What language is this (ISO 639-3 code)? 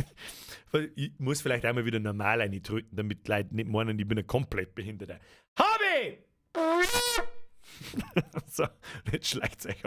bar